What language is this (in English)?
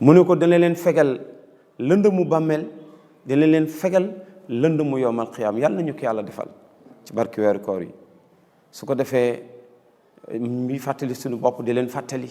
Wolof